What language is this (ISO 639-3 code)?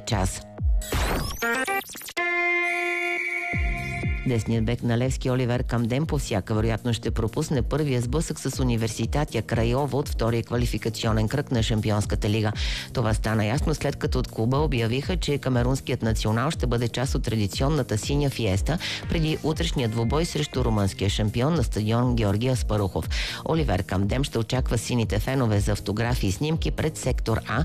bul